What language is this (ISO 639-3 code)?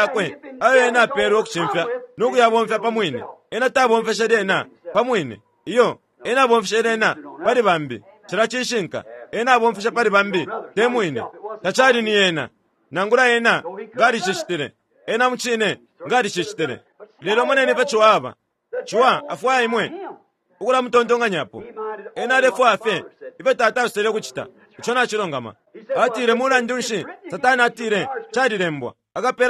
bem